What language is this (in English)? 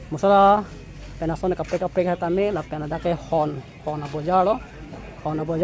Karbi